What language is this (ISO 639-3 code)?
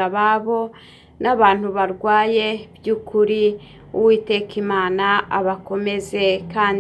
kin